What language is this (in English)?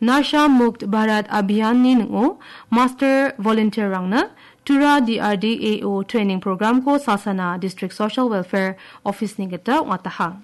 Garo